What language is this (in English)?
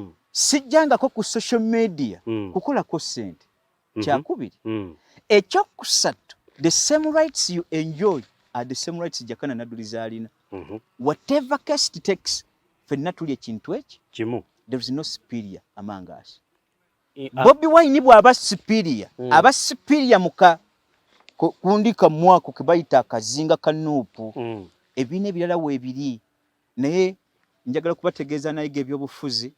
Ganda